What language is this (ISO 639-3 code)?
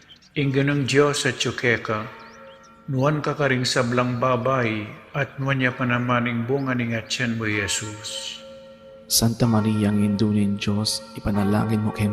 pam